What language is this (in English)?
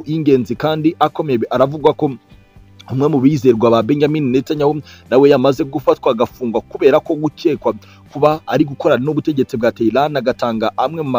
Kinyarwanda